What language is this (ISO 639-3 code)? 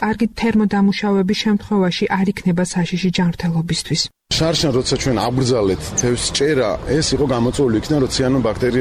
kat